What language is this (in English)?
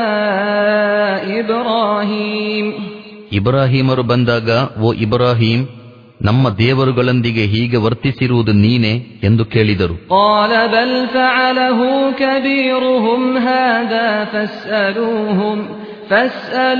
Kannada